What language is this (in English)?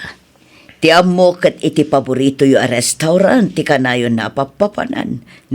Iloko